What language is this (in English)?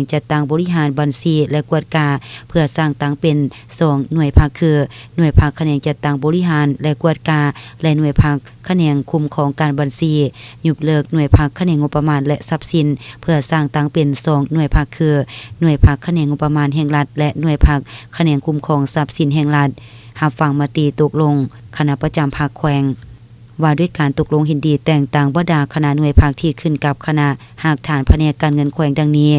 Lao